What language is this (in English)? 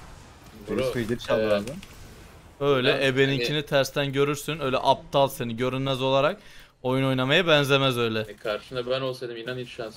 Turkish